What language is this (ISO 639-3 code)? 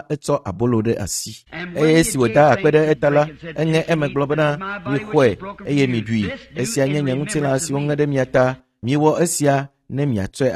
ewe